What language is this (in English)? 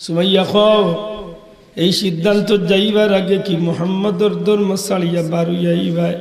Sylheti